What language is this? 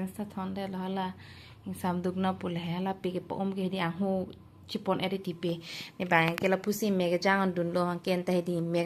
Karbi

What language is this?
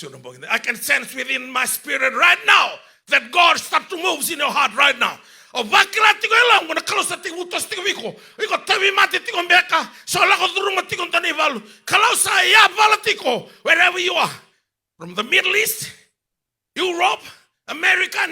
Fijian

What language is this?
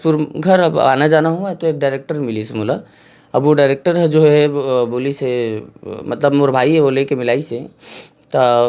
Chhattisgarhi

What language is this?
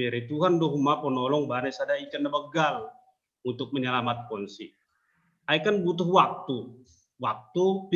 Batak Simalungun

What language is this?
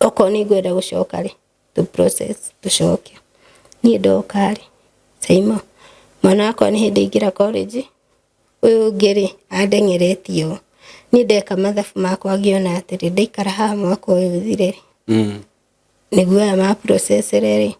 Kikuyu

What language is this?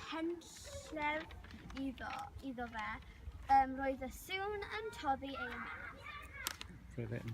Welsh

